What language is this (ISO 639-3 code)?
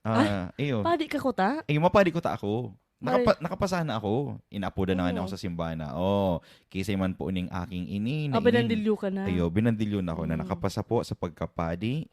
bik